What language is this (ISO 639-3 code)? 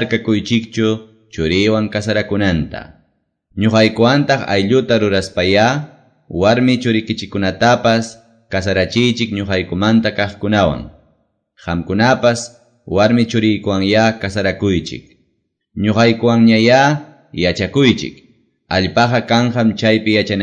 que